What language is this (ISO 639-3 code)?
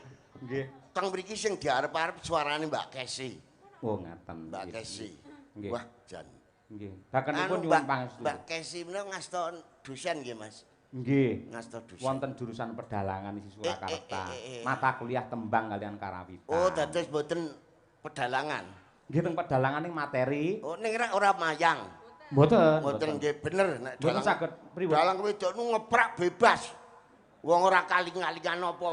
jav